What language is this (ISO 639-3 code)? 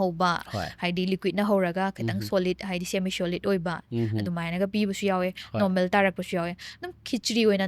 mni